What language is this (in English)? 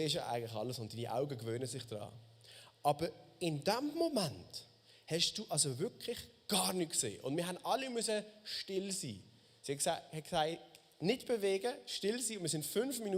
Swiss German